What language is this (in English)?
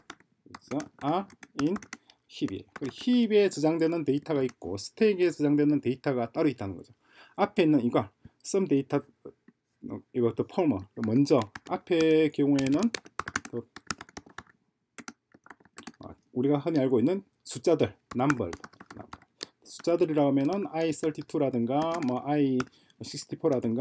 Korean